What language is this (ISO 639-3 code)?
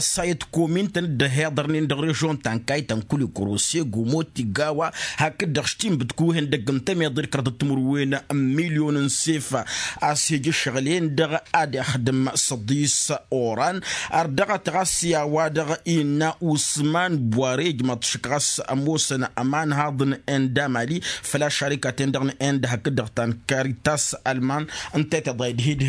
taq